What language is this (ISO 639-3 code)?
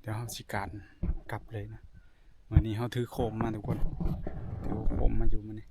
tts